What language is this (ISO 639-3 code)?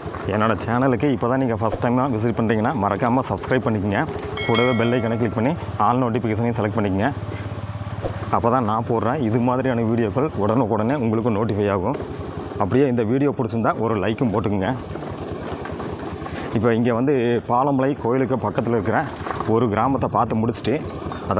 tam